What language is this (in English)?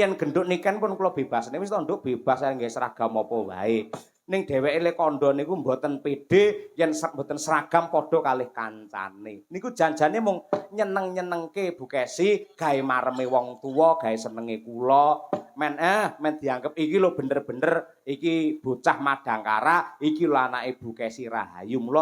Javanese